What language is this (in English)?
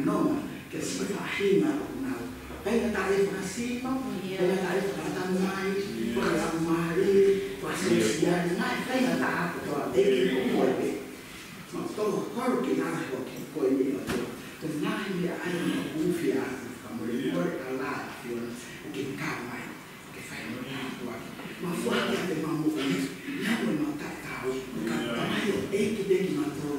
Tongan